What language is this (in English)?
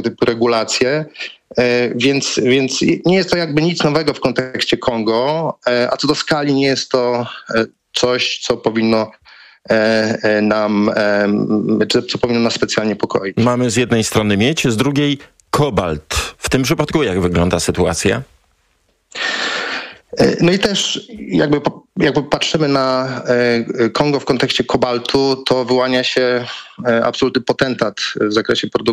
Polish